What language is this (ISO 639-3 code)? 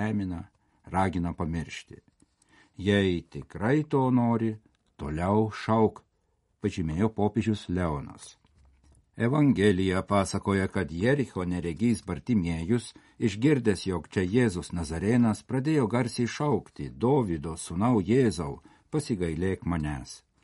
lit